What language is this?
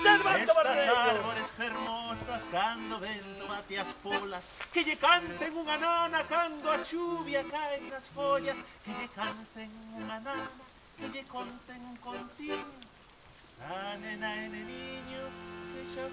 Galician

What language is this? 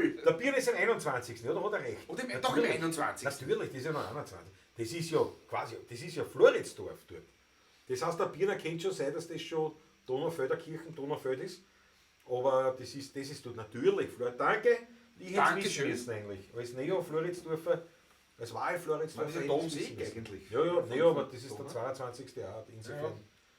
Bavarian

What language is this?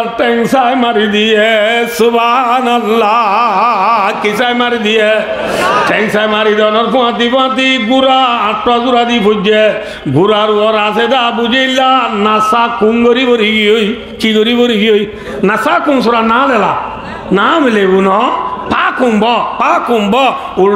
Rohingya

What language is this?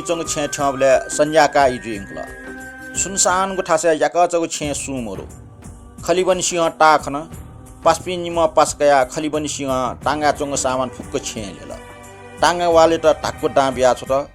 Newari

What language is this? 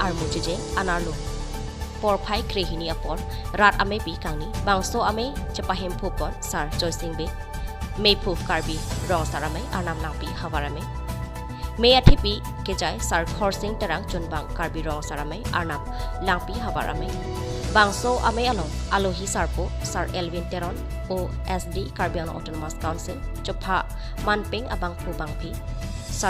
Karbi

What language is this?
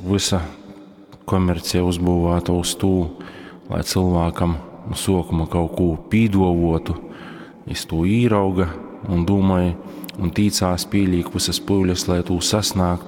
Latgalian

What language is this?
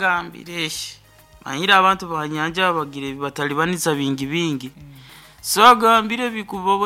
Nyankole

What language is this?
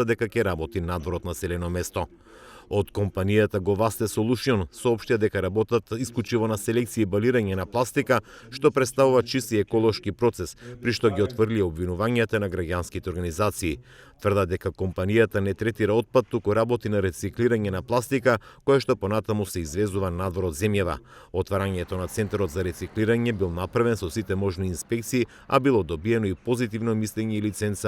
Macedonian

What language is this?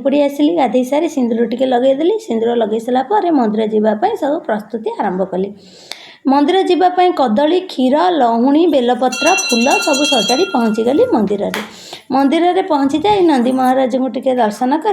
Odia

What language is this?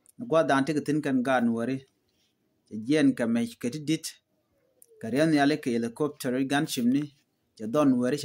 Nuer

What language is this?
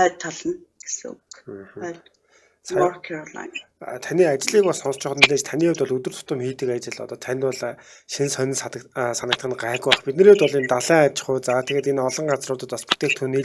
Mongolian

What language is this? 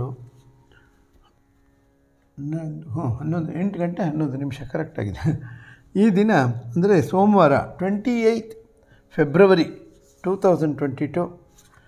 Kannada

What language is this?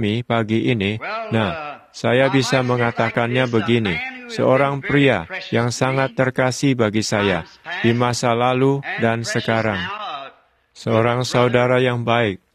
Indonesian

